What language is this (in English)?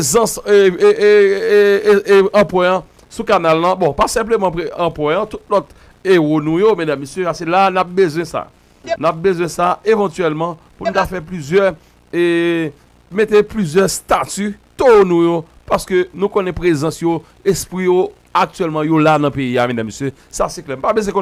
Haitian Creole